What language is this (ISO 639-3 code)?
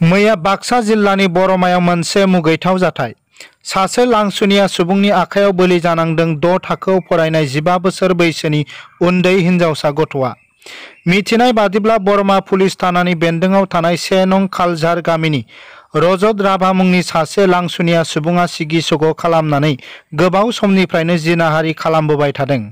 brx